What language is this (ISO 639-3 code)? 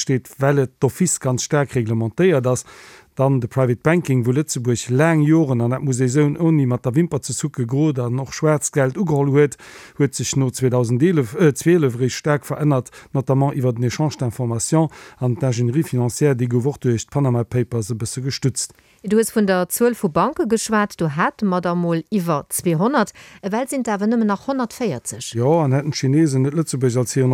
ltz